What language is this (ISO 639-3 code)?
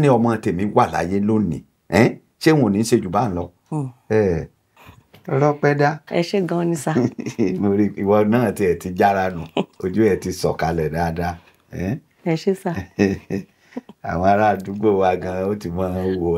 yor